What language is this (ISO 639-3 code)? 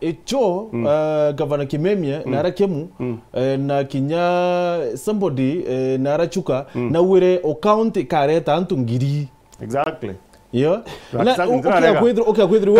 mer